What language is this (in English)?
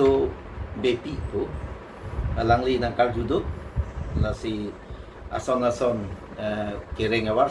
Karbi